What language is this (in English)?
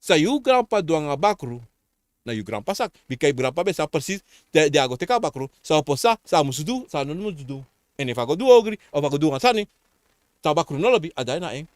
Sranan Tongo